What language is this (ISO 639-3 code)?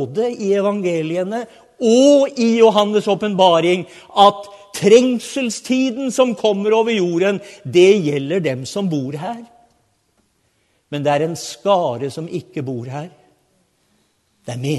nor